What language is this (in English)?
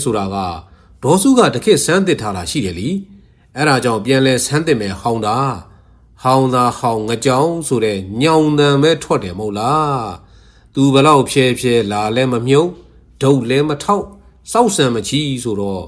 Burmese